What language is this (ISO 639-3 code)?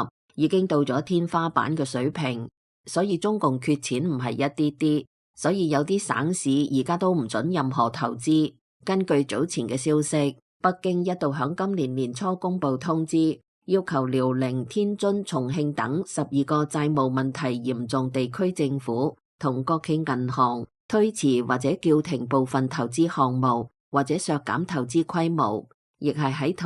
yue